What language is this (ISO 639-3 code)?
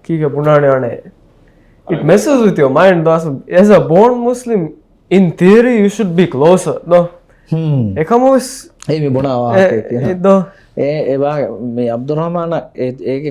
div